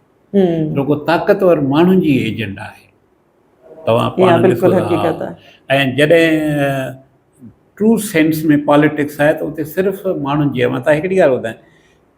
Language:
Sindhi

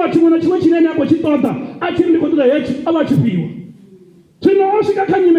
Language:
Venda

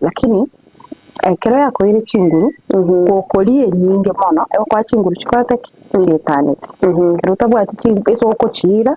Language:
Gusii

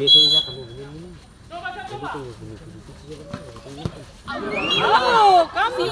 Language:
Ambonese Malay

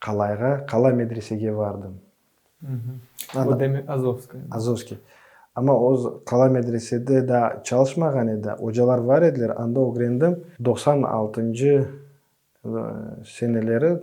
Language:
Crimean Tatar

